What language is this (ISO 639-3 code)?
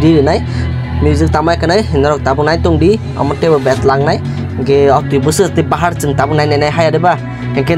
trp